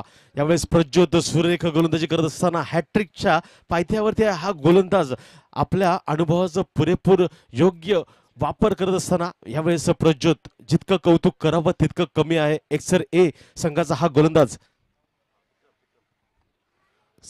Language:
Marathi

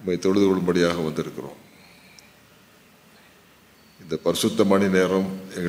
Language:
Tamil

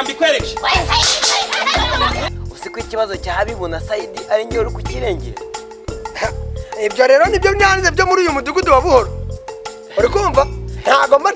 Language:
Kinyarwanda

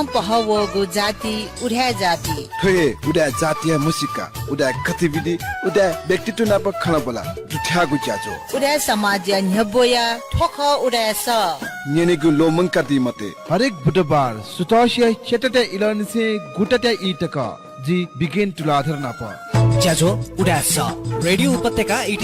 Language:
Newari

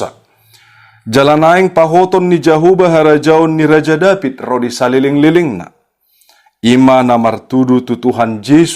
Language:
Batak Toba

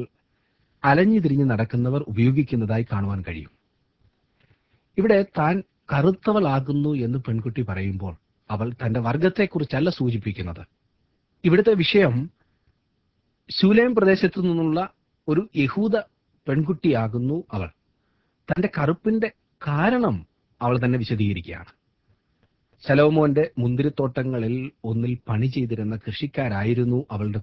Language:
Malayalam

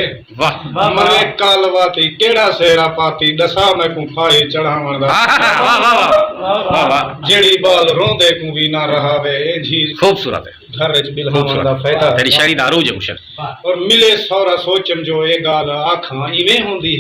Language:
Saraiki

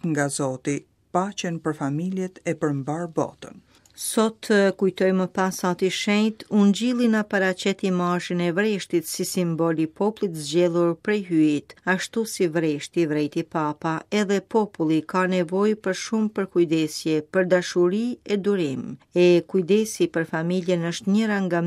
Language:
Albanian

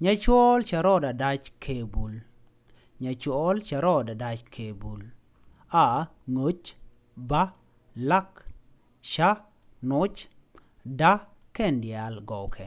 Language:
Nuer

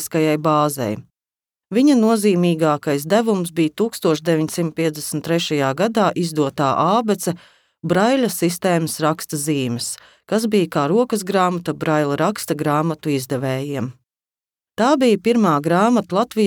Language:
Latvian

